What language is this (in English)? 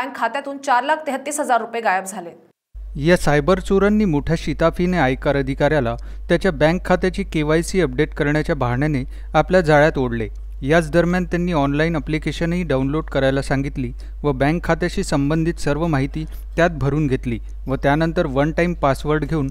Marathi